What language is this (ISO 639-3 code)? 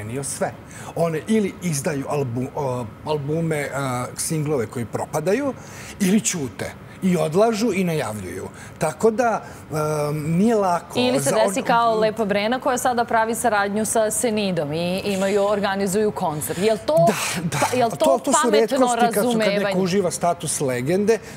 srp